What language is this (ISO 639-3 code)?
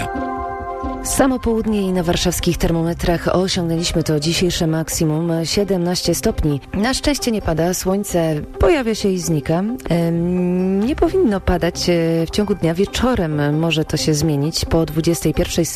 pol